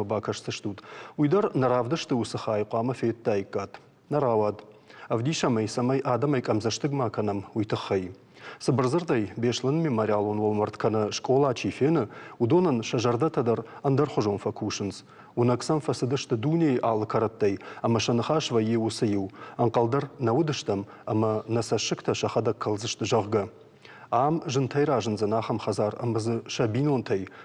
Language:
Ossetic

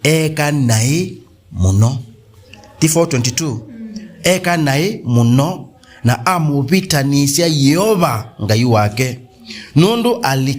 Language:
Kamba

